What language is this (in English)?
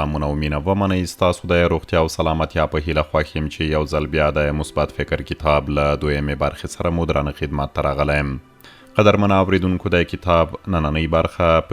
Pashto